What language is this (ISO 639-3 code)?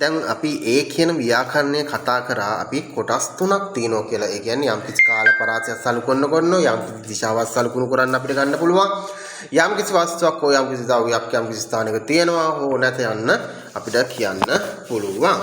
sin